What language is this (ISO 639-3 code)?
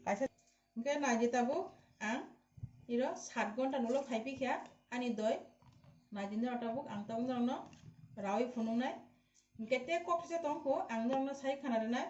trp